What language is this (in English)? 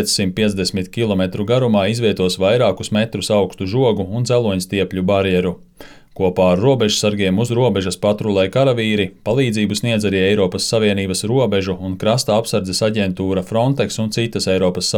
Latvian